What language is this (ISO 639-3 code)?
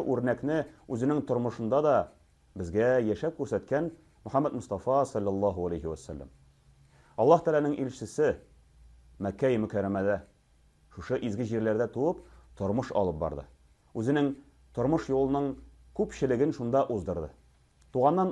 tat